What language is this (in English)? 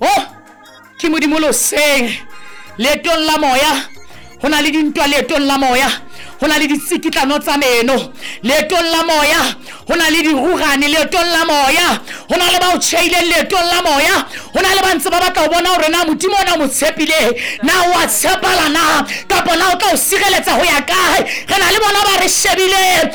Southern Sotho